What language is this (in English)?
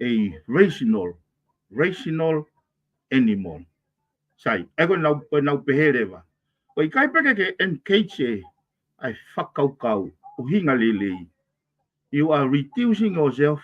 Tongan